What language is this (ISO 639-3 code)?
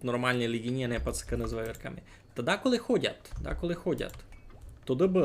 rue